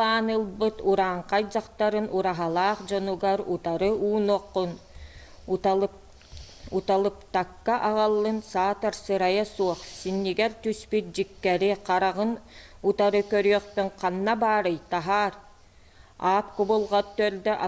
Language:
Yakut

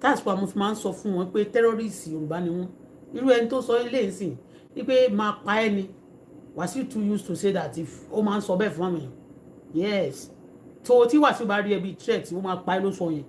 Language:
Yoruba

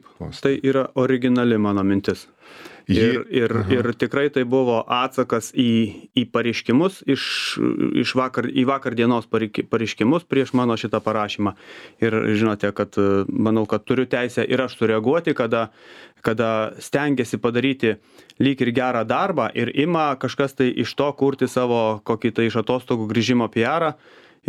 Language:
Lithuanian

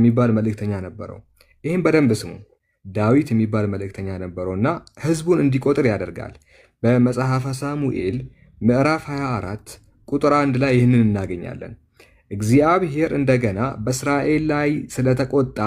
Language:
Amharic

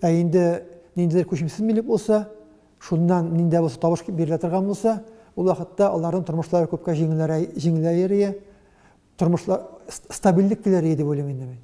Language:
Tatar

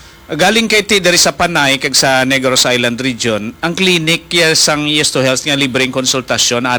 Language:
Hiligaynon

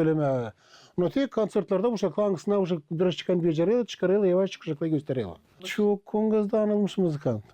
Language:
Gagauz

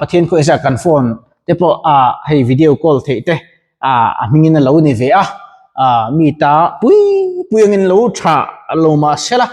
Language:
Mizo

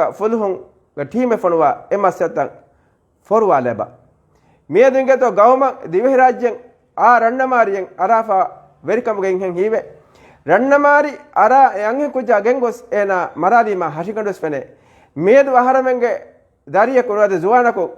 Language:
Divehi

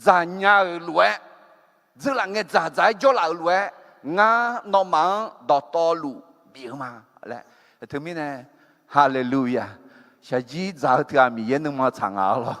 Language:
Akha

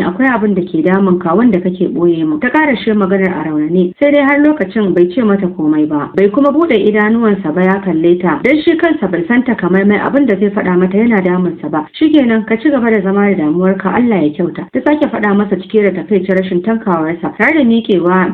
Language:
Hausa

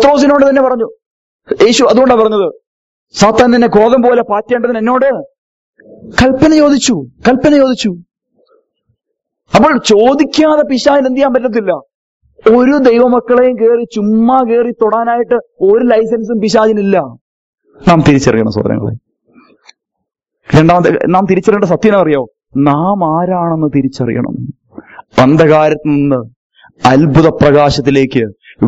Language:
Malayalam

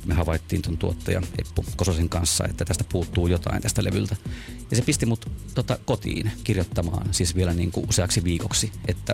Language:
Finnish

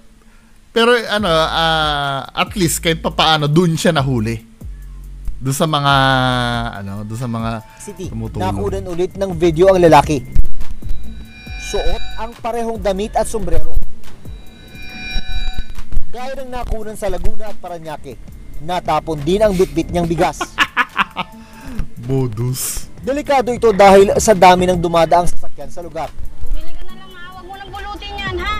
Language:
Filipino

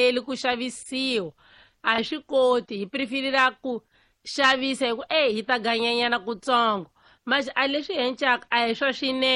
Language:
Tsonga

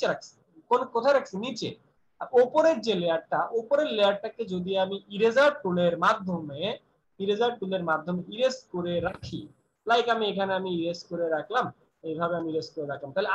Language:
Bangla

